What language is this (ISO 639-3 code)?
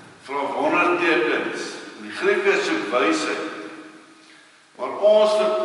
afr